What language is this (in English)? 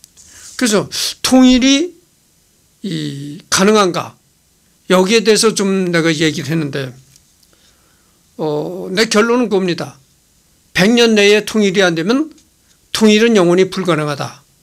Korean